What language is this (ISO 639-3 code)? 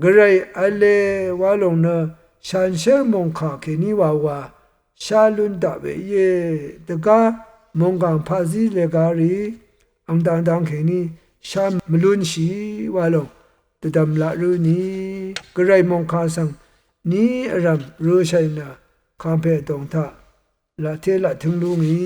raw